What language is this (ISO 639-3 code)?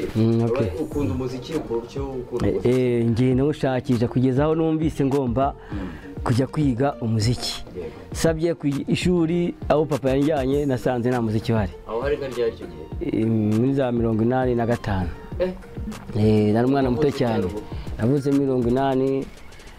kin